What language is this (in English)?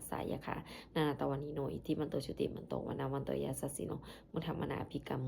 Pali